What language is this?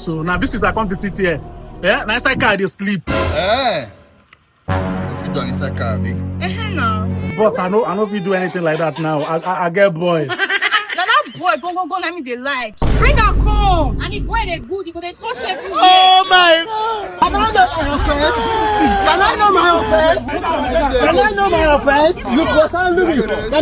Nigerian Pidgin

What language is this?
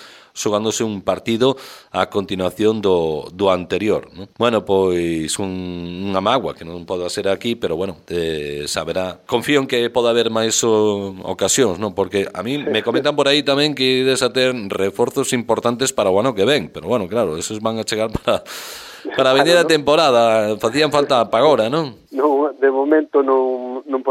Galician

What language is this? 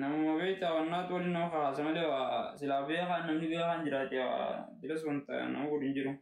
Oromo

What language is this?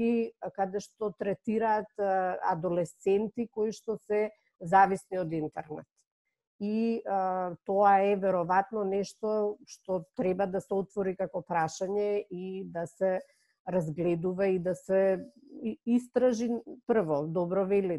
Macedonian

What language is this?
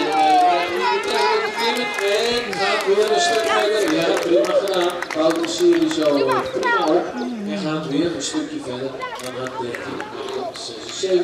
Western Frisian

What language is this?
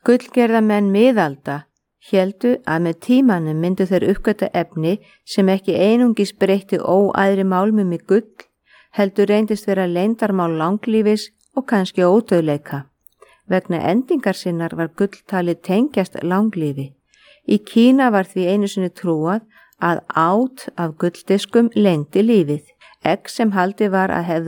Icelandic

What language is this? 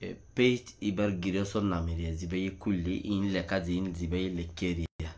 Rohingya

